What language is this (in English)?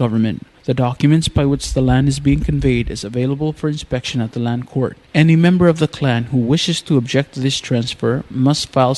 Palauan